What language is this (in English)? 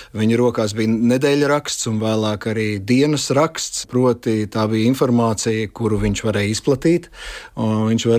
Latvian